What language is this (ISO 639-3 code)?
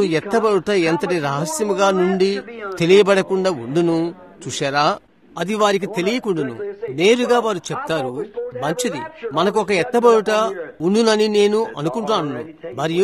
tel